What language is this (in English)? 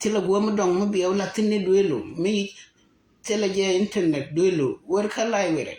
Nuer